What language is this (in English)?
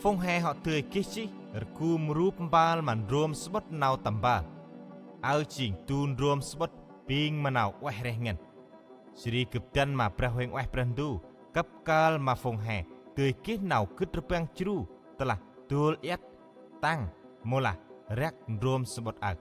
Central Mnong